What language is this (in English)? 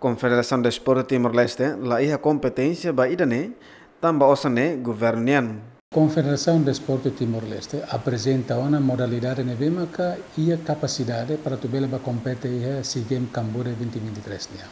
Tetum